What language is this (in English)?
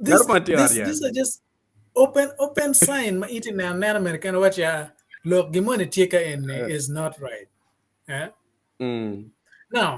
Acoli